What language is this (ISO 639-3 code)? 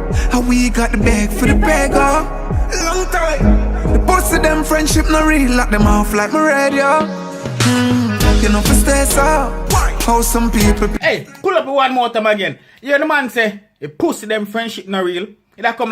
jam